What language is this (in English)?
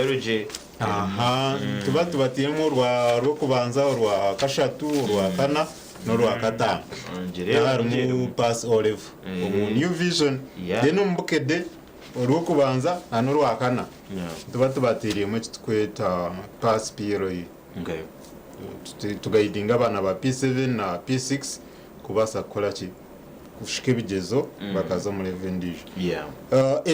Nyankole